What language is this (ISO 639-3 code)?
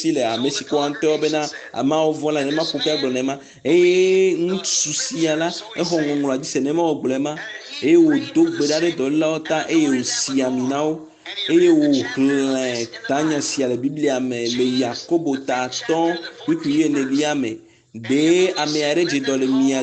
ewe